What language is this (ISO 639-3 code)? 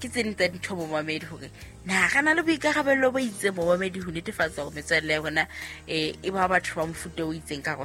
sot